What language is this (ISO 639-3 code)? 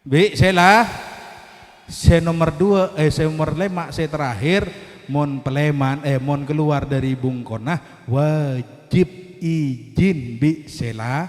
mad